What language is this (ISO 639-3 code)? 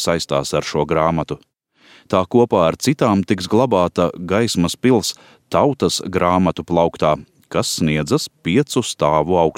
lav